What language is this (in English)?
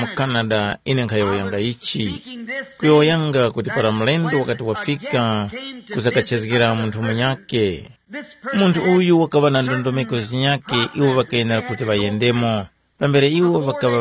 Tumbuka